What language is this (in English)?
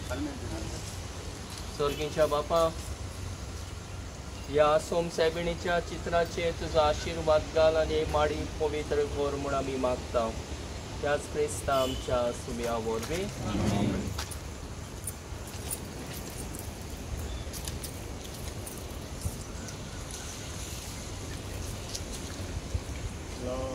Konkani